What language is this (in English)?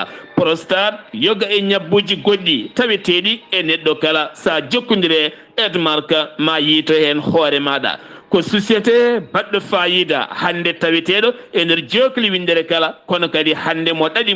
Fula